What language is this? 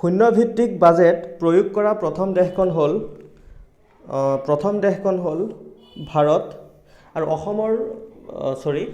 Assamese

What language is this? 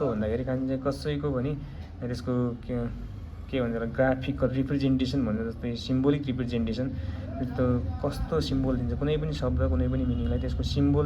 Nepali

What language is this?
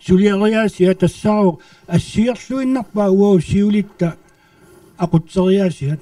Kalaallisut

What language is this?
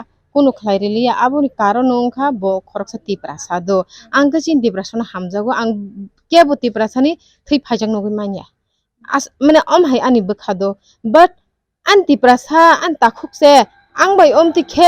Kok Borok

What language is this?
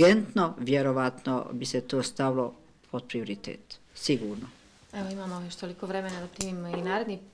Bosnian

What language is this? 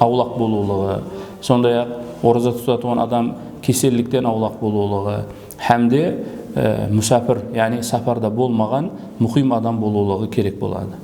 Kara-Kalpak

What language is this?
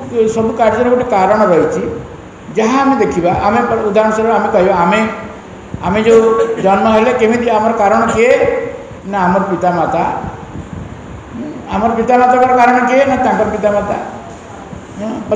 Odia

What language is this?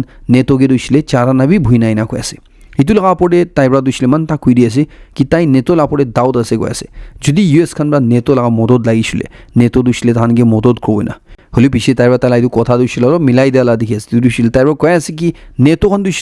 Naga Pidgin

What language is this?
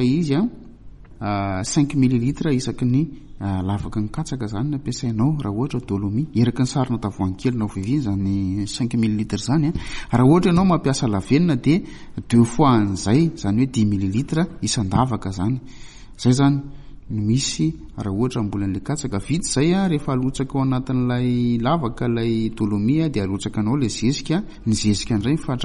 Malagasy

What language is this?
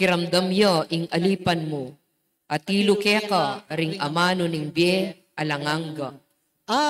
Pampanga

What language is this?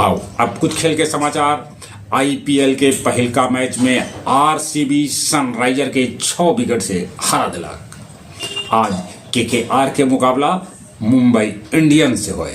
Magahi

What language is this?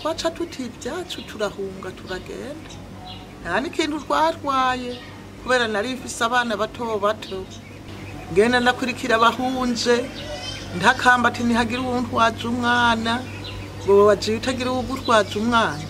Rundi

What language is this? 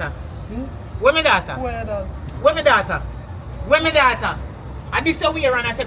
Jamaican Creole English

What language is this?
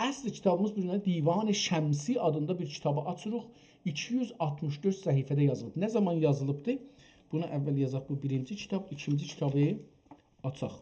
South Azerbaijani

